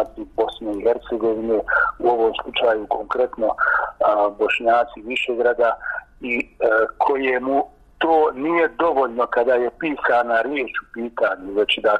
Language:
Bosnian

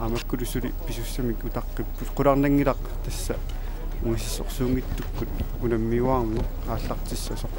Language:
Kalaallisut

